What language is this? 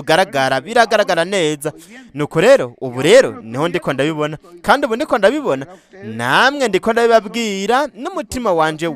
Rundi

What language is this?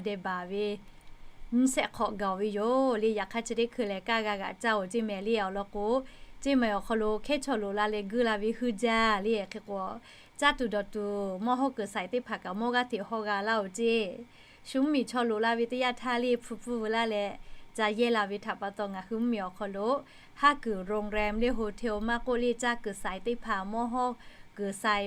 Lahu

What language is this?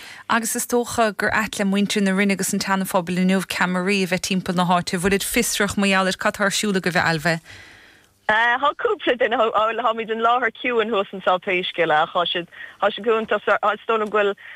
Irish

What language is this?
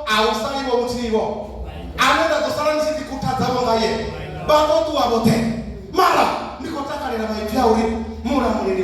Venda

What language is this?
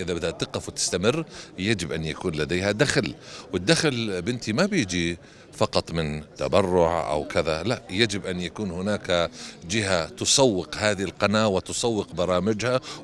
North Levantine Arabic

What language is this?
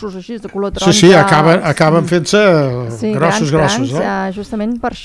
Catalan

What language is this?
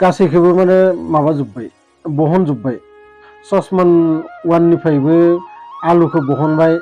Bodo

